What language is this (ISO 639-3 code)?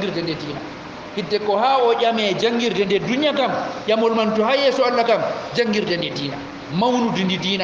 ful